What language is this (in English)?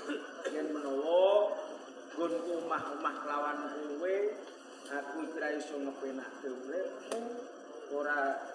Javanese